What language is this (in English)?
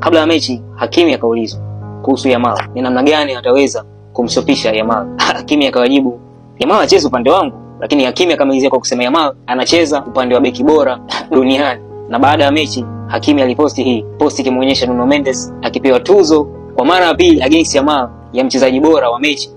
Swahili